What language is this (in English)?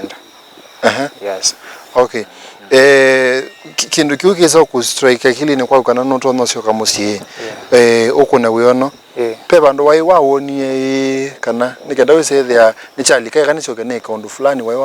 Kamba